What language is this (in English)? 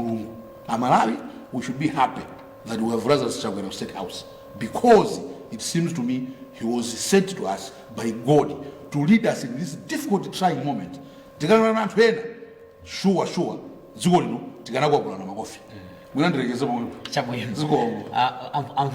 Nyanja